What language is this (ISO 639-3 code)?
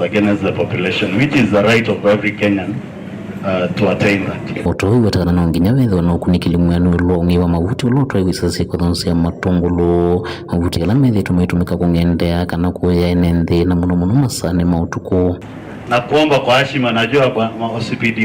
kam